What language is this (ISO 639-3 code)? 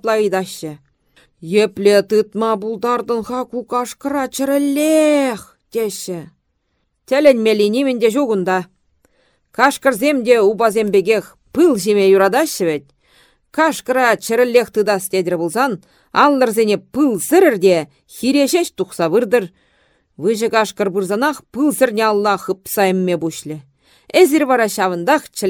chv